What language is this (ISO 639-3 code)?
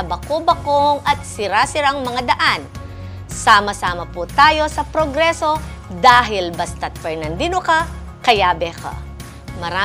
pam